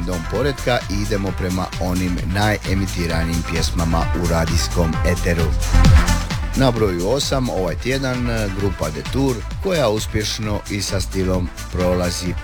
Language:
Croatian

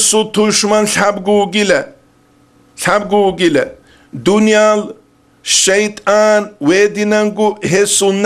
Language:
Avaric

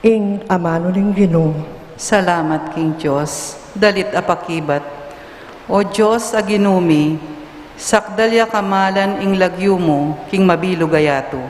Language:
Pampanga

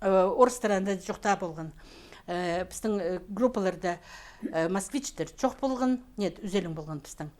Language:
Khakas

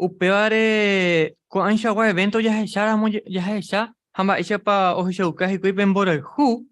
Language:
Guarani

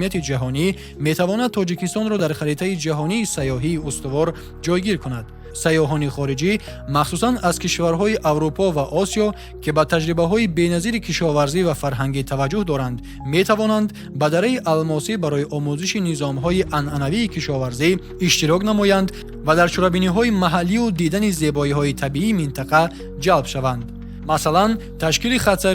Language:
Tajik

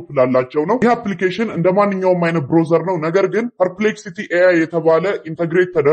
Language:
Amharic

